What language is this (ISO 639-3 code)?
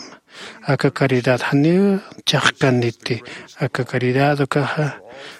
aym